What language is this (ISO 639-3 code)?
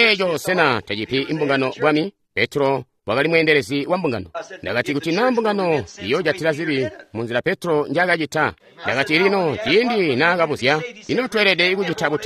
toi